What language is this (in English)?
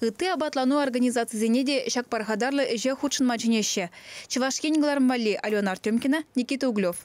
Chuvash